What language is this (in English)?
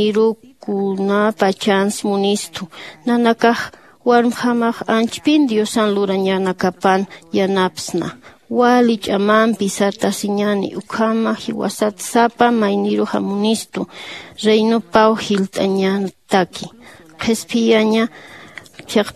Aymara